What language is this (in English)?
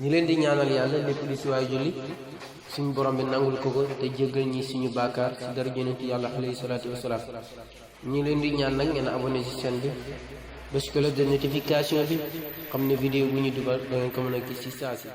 Wolof